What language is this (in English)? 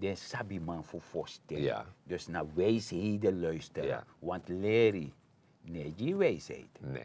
Sranan Tongo